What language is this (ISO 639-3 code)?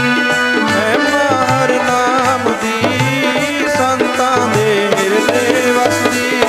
pan